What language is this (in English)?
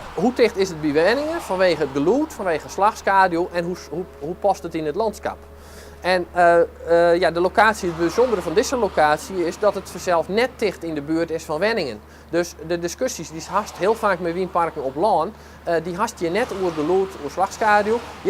Western Frisian